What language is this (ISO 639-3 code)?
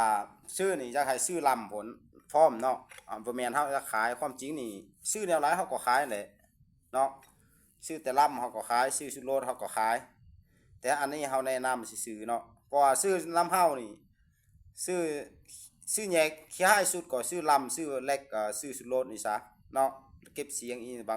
lao